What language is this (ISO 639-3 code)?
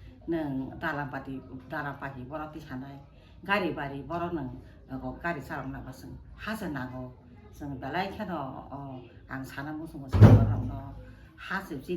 trp